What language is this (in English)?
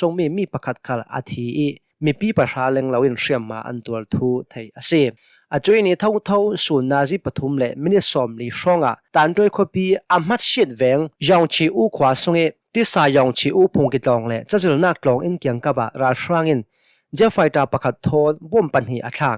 Hakha Chin